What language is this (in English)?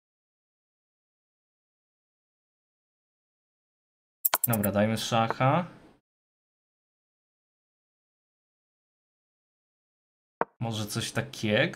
Polish